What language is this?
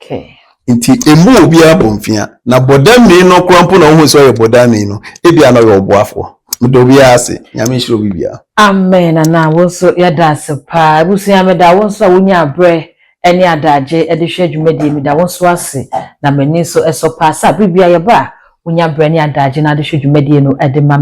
Akan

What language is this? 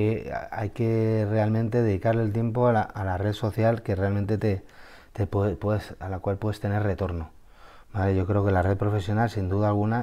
Spanish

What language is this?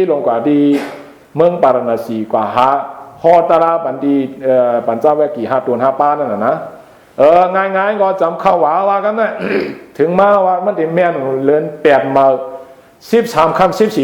Shan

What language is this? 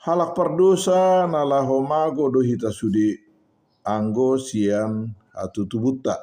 Batak Toba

